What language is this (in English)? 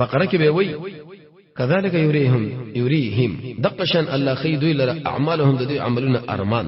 Pashto